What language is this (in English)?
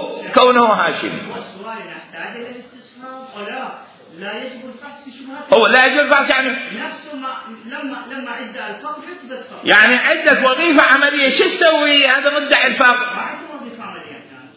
Mesopotamian Arabic